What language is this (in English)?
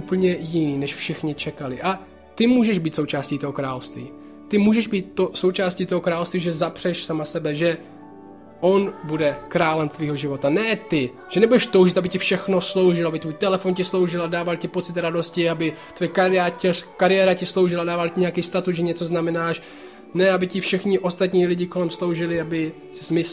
Czech